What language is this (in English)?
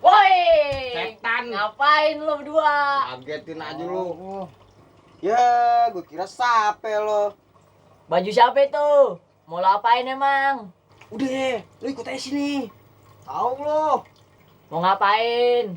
Betawi